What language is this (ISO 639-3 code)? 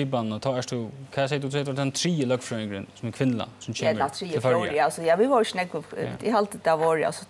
fao